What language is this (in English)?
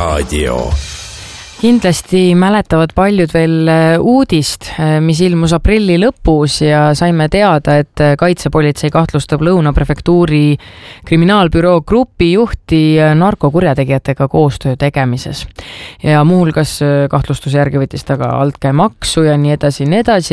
Estonian